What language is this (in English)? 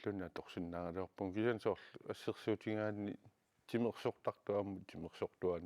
Kalaallisut